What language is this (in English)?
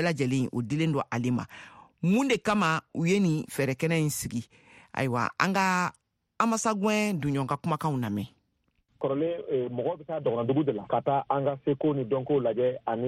Bambara